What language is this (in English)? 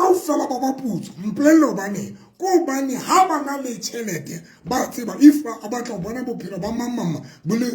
Southern Sotho